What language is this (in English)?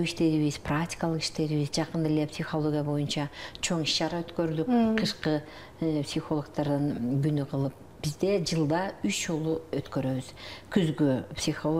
Kyrgyz